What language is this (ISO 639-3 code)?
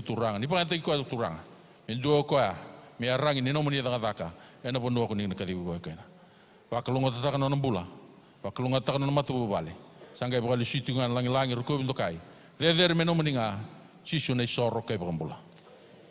fij